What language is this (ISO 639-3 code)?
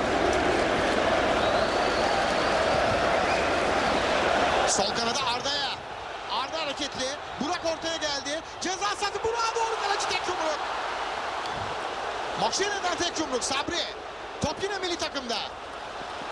tur